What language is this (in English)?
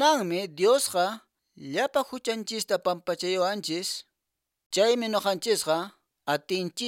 Quechua